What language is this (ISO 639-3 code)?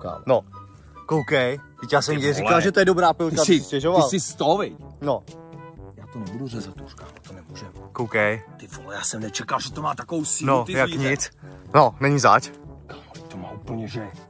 ces